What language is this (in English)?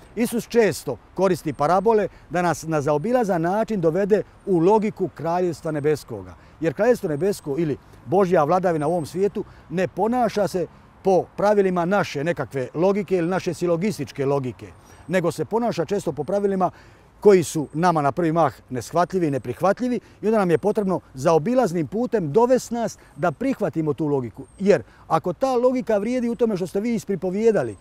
Croatian